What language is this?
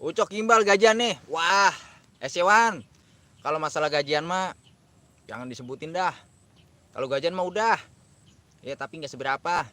Betawi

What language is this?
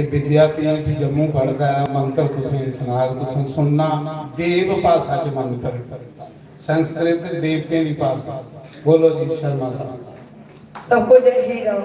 Dogri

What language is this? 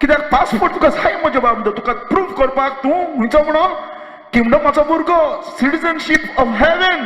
Konkani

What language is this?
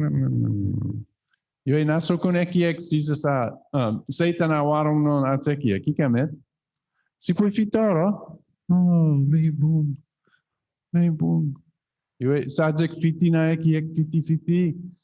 Chuukese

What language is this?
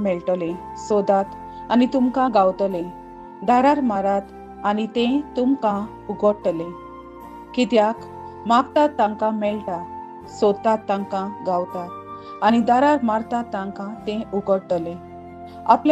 Konkani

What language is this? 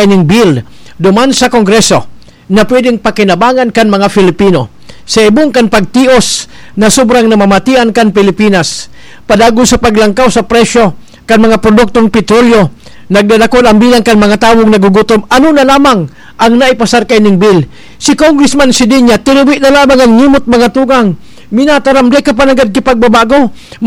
Bikol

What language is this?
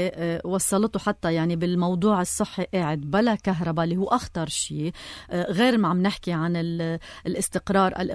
North Levantine Arabic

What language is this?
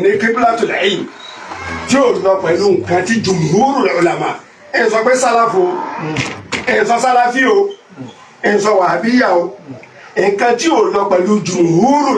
Yoruba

